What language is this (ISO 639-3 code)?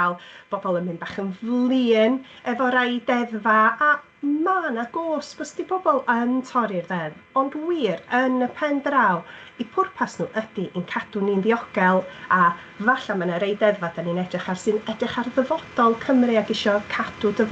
cym